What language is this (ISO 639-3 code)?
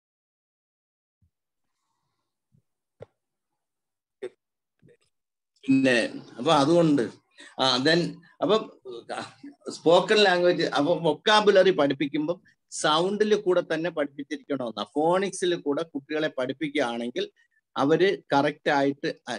mal